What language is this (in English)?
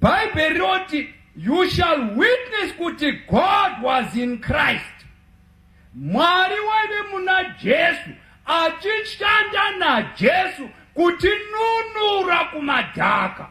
Shona